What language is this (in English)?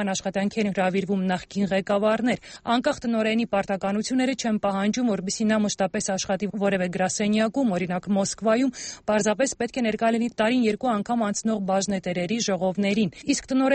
Armenian